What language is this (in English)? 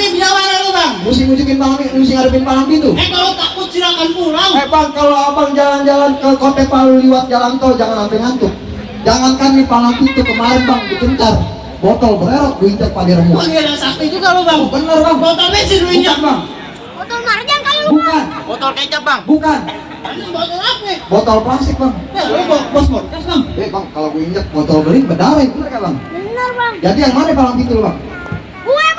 Betawi